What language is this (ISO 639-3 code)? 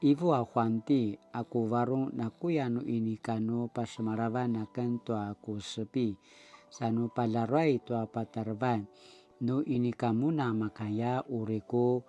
pwn